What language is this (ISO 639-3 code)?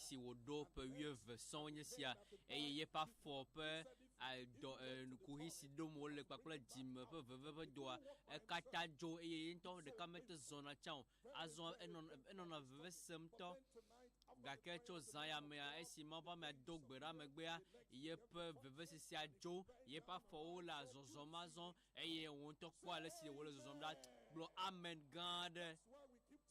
ewe